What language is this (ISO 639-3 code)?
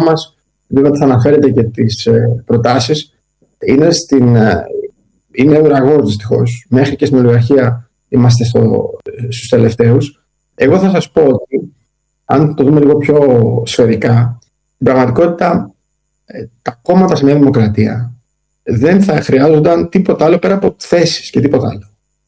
ell